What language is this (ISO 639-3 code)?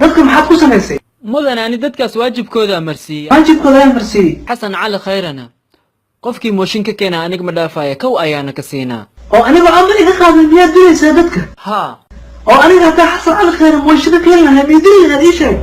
som